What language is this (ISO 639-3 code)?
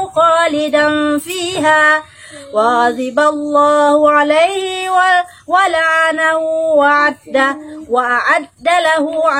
ace